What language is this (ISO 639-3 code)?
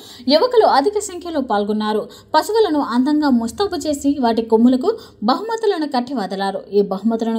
tel